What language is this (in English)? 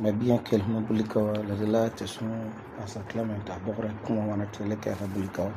Frafra